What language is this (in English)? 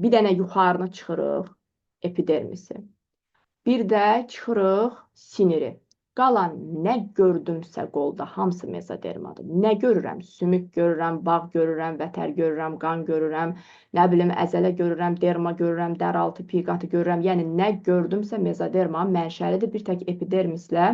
Azerbaijani